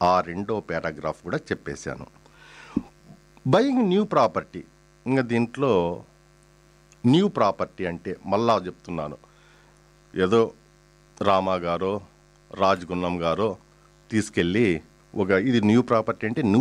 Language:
Telugu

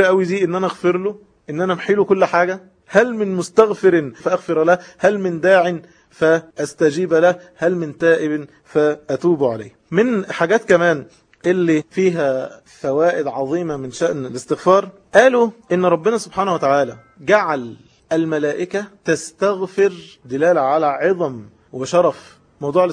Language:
Egyptian Arabic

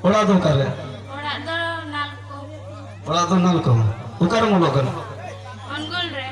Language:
Santali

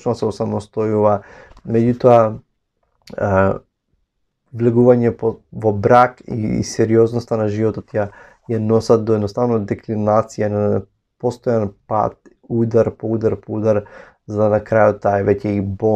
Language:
Macedonian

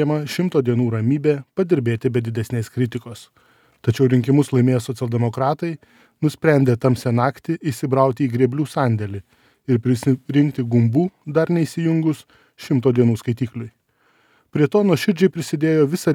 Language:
Lithuanian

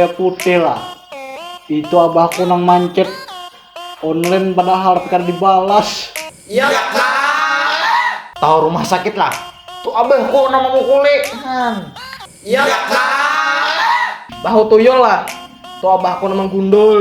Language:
Banjar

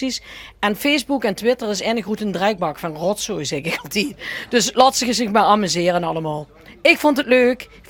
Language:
Limburgish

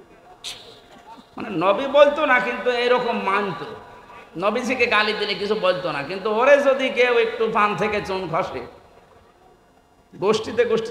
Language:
Bangla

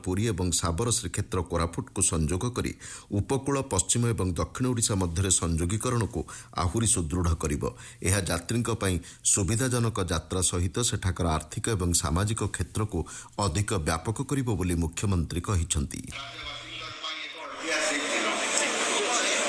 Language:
Odia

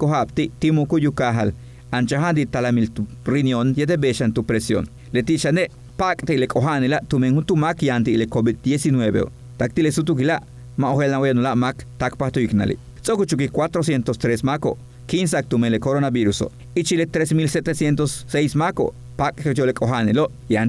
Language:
Yucateco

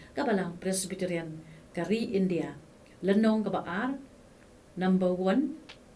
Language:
Khasi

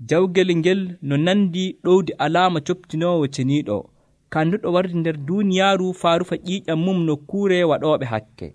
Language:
Nigerian Fulfulde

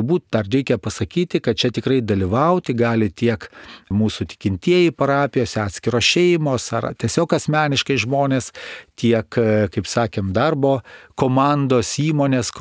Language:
Lithuanian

